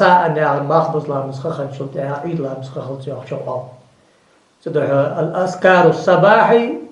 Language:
Ingush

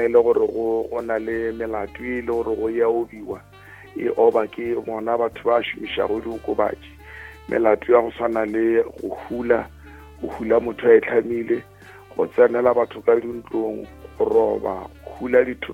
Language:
Northern Sotho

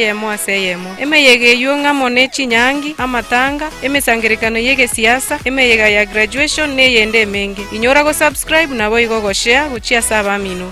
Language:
Gusii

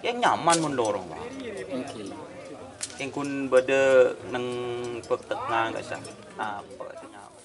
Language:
Madurese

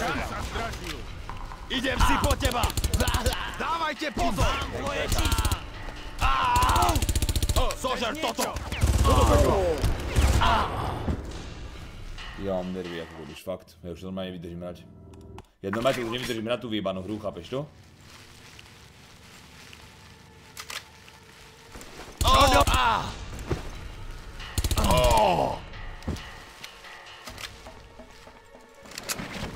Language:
Slovak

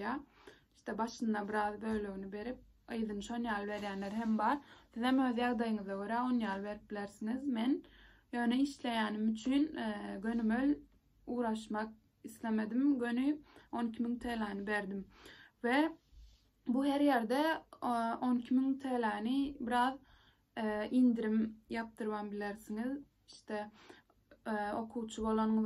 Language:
Turkmen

